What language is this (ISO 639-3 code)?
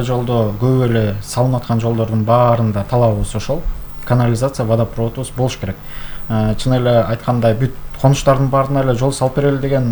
kir